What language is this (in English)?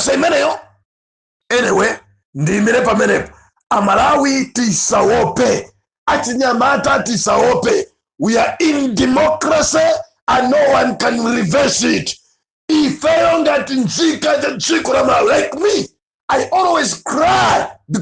Nyanja